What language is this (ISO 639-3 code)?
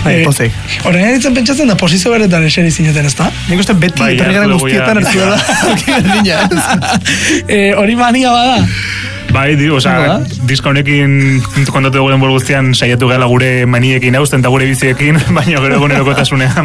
eus